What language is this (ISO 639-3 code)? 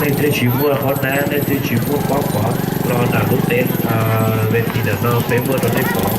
hmn